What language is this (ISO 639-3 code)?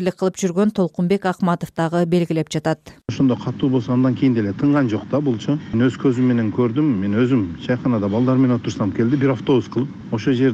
kir